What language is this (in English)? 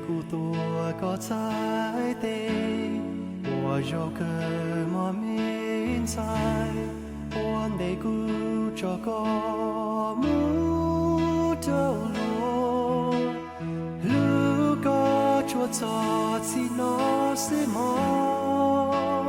Hmong